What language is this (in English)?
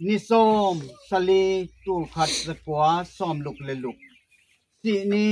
Tedim Chin